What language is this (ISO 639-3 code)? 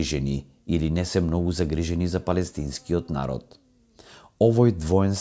mkd